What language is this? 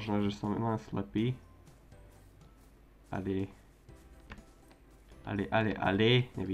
Slovak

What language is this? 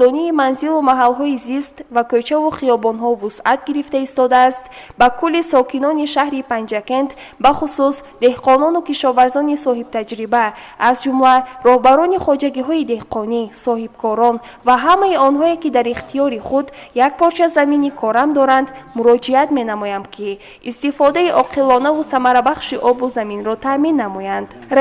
Tajik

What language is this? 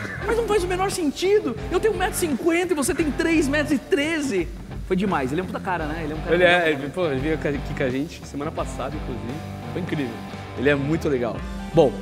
Portuguese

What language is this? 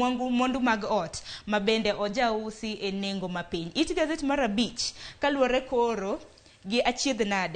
Luo (Kenya and Tanzania)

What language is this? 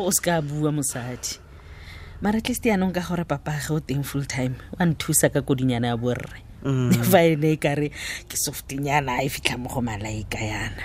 Tswana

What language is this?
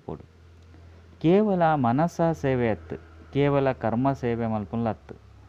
Tulu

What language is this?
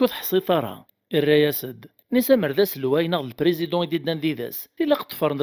Kabyle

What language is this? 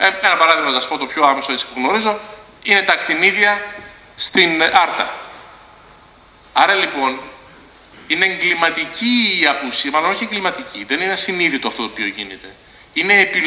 Greek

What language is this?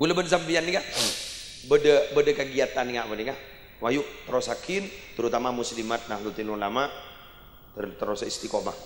Madurese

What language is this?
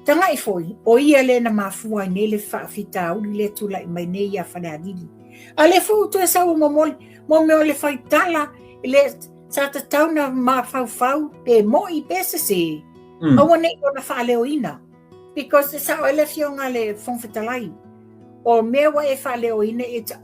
Samoan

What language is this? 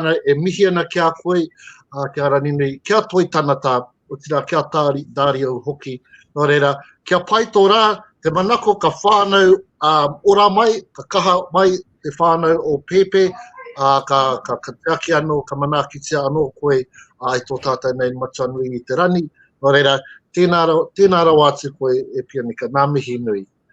Māori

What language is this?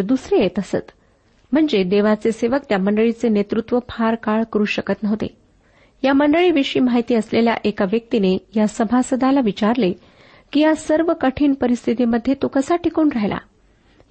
Marathi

